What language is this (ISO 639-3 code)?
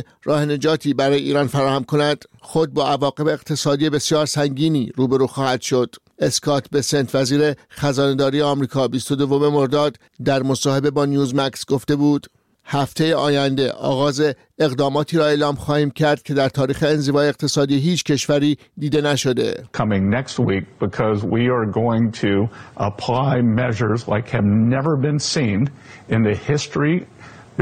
fas